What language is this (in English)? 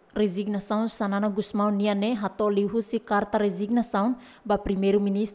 Tetum